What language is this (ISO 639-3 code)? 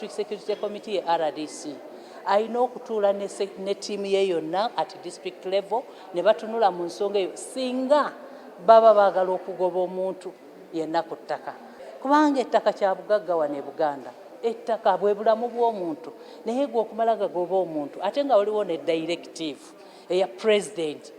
lug